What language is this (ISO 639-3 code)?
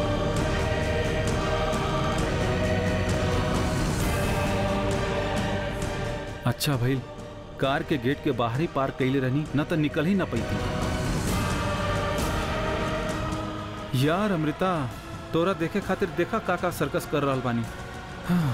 bho